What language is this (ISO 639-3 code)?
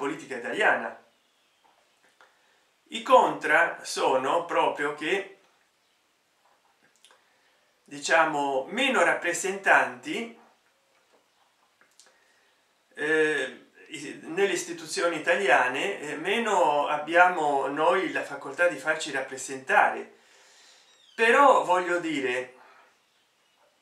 ita